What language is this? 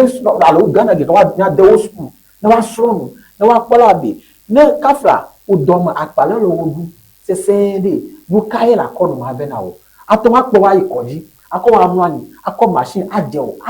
Ewe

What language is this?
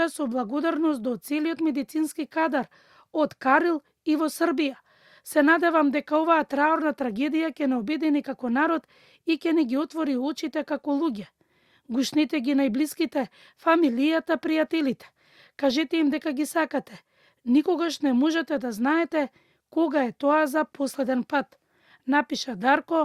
Macedonian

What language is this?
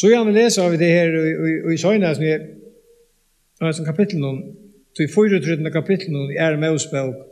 Faroese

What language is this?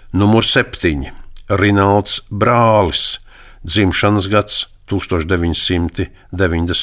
Latvian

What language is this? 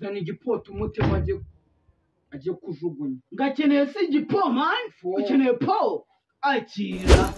Kinyarwanda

